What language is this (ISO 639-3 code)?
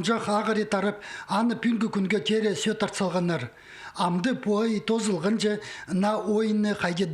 kjh